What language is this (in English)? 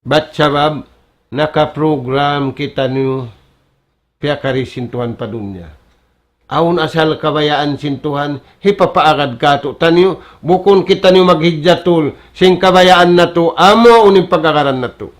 Tausug